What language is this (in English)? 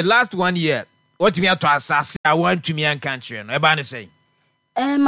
Akan